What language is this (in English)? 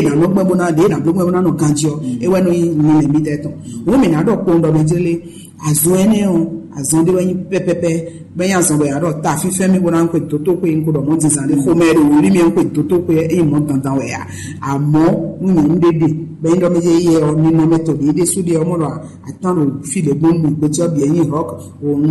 Fon